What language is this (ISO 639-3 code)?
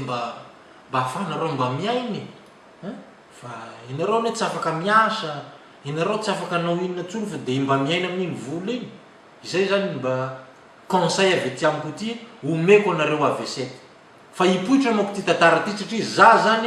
mlg